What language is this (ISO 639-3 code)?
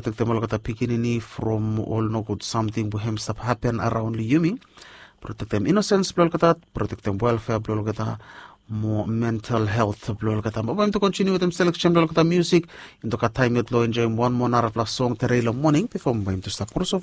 bis